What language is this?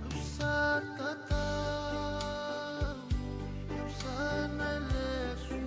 Fijian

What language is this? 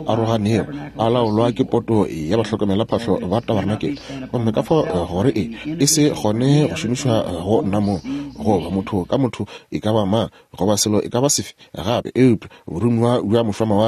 Northern Sotho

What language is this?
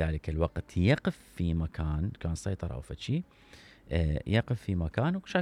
Mesopotamian Arabic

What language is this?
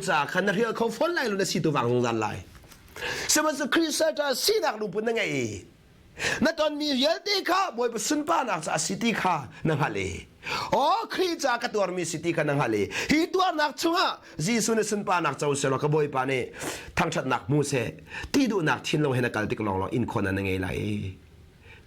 Hakha Chin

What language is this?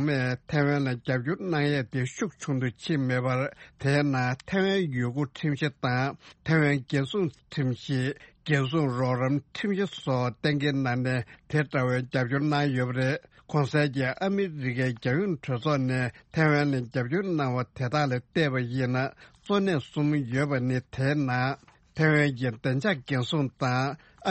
Tibetan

